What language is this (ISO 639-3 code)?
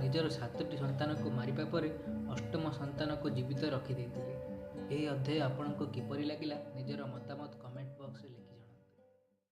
ori